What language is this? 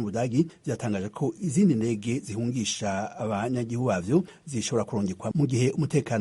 Rundi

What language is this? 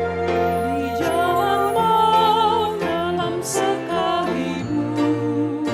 Batak Toba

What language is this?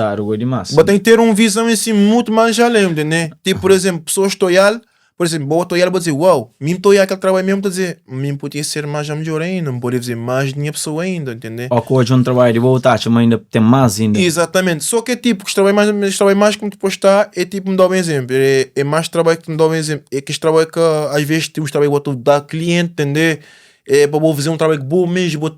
Kabuverdianu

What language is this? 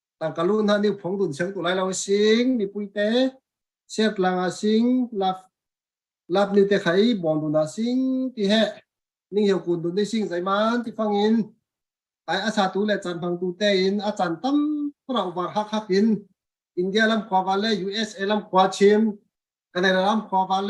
Falam Chin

